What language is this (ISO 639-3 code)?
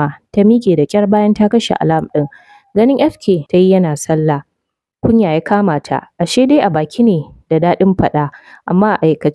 hau